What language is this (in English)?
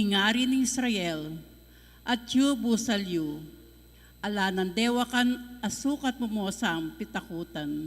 Pampanga